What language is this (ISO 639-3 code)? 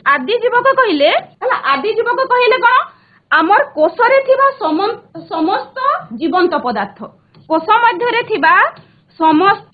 ori